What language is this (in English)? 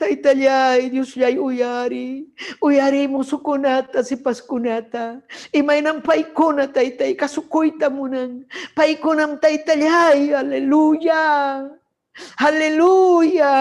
Ayacucho Quechua